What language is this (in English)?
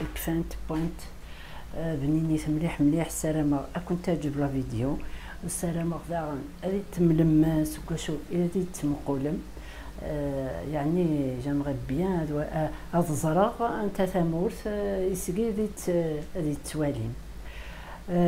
Kabyle